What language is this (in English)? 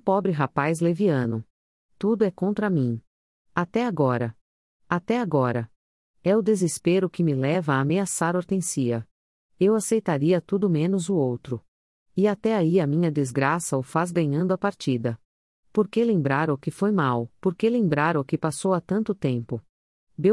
Portuguese